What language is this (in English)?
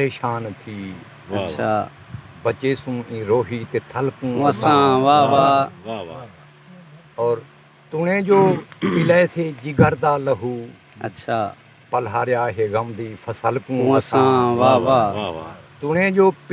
Saraiki